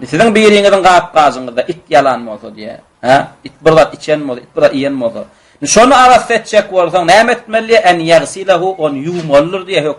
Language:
Turkmen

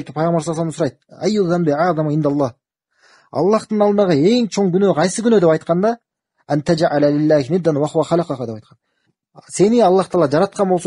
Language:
Kyrgyz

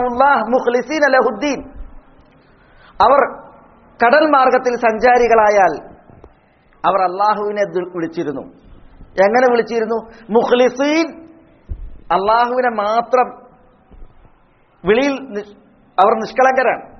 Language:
Malayalam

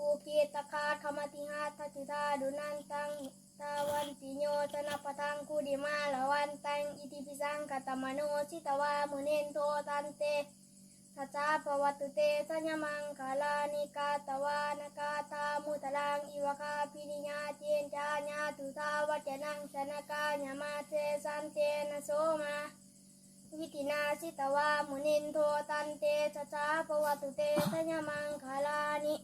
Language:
Pali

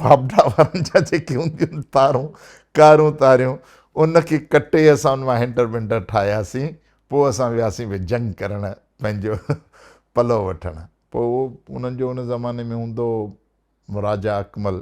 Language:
Sindhi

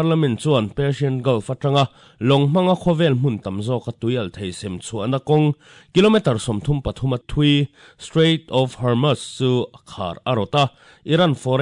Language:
Mizo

